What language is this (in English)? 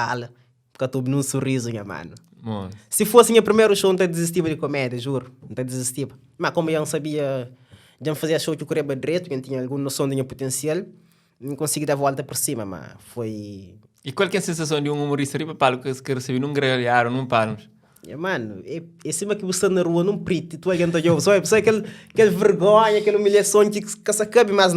Kabuverdianu